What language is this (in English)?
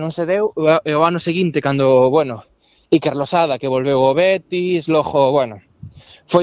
Galician